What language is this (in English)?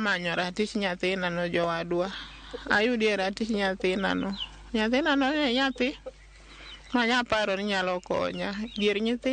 Luo (Kenya and Tanzania)